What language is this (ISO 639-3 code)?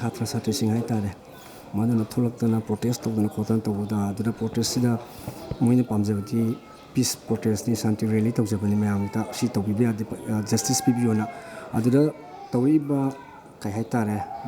mni